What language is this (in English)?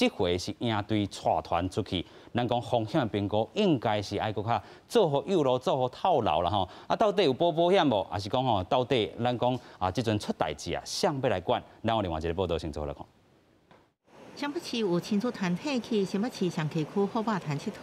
Min Nan Chinese